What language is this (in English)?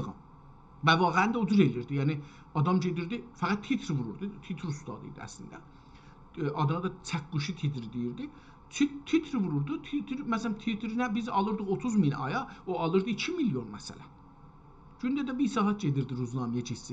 South Azerbaijani